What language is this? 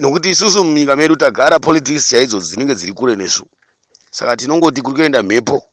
Shona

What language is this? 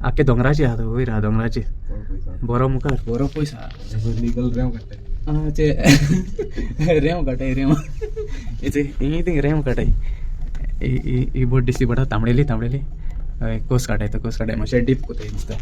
Konkani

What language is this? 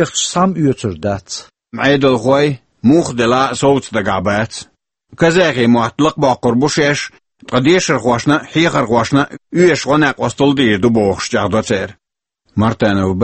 Chechen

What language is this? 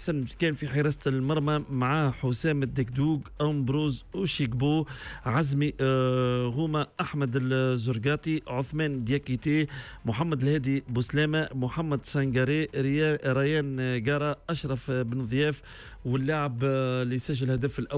Tunisian Arabic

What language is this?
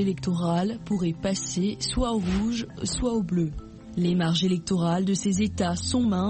French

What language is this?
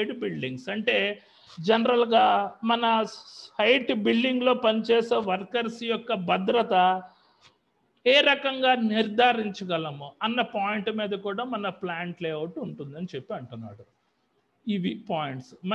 Telugu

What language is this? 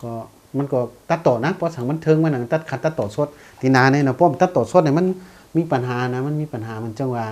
Shan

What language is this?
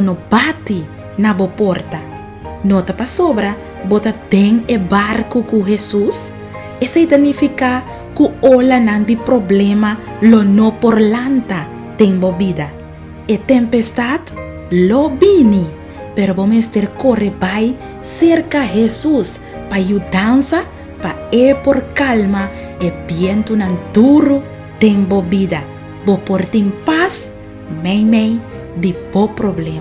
Papiamento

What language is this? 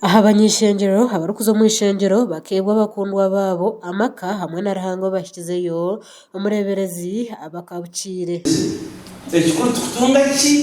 Nyankole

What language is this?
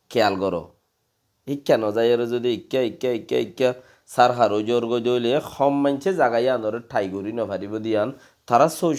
Rohingya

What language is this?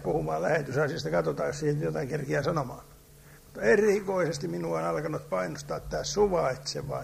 Finnish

